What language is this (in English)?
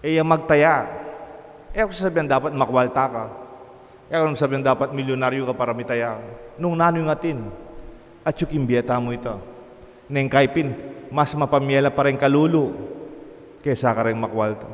Pampanga